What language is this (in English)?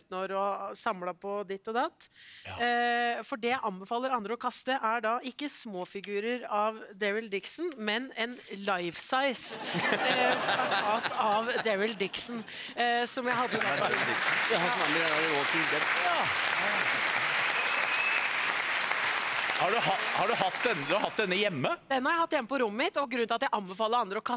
Norwegian